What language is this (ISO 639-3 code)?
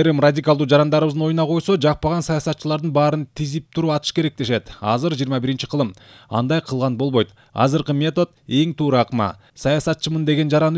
kir